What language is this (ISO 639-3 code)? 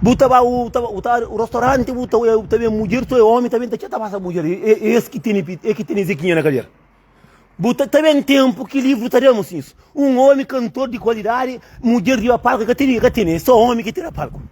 kea